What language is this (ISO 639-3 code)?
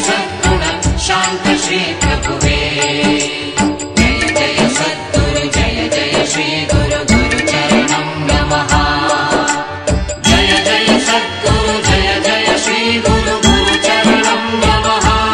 kan